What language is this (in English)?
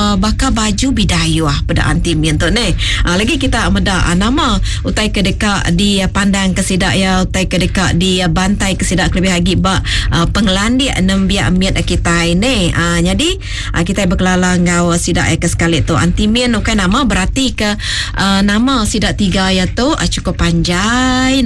Iban